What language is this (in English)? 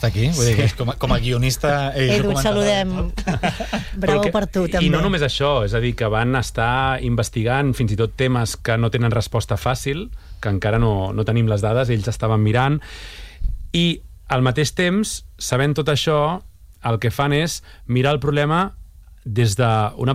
Catalan